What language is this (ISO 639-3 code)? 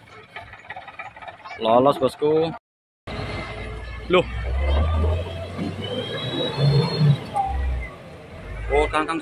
ind